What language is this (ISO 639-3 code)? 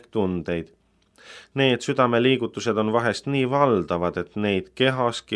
est